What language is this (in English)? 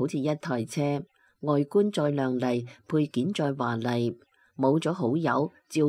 Cantonese